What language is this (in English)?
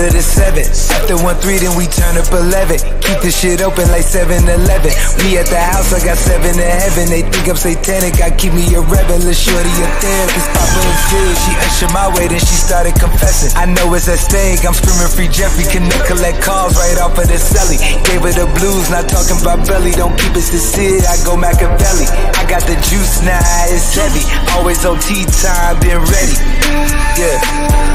English